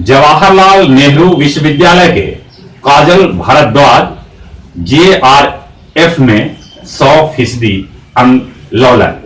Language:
Magahi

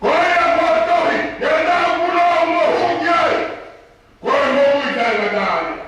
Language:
Tongan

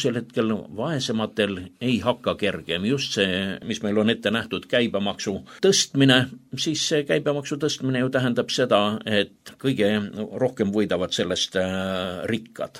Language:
Estonian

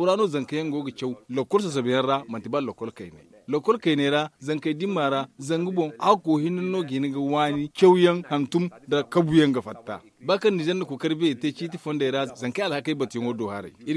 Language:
Zarma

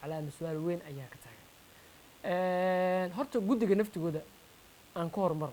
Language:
Somali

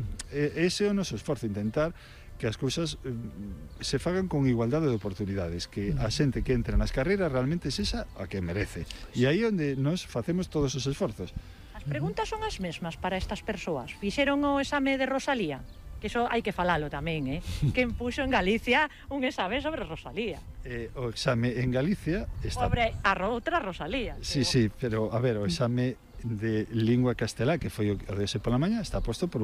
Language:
Galician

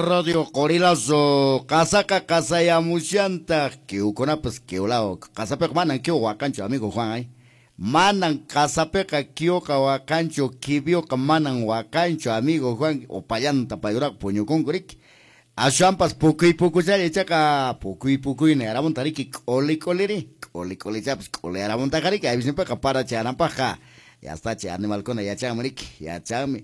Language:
Quechua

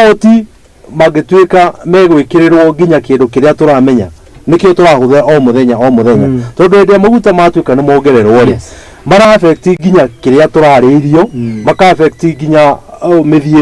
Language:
Kikuyu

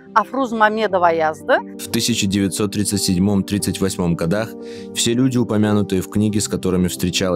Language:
Crimean Tatar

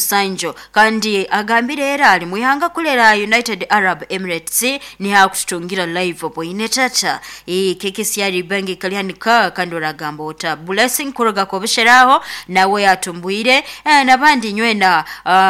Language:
Nyoro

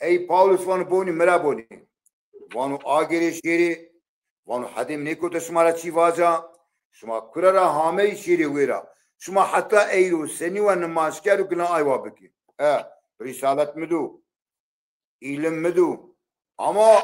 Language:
Zaza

